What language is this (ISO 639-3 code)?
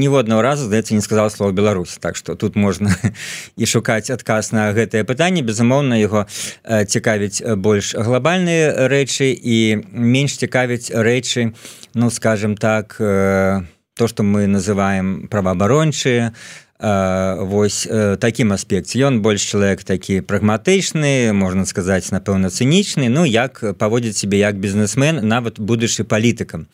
bel